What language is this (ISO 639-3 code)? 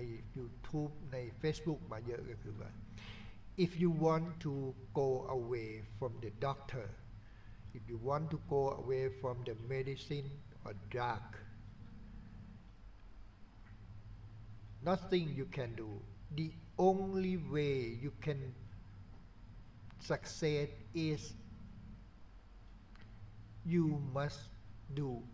tha